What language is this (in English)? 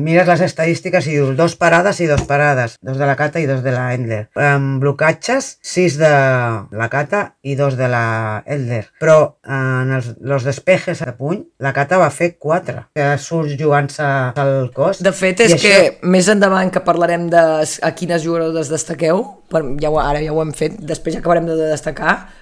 Catalan